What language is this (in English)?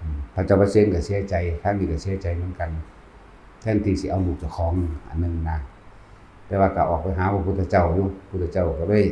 Lao